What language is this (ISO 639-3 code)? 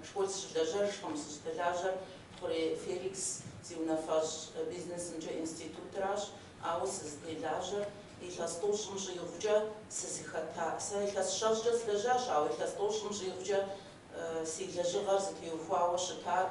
kbd